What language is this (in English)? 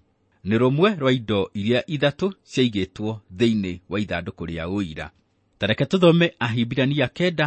Kikuyu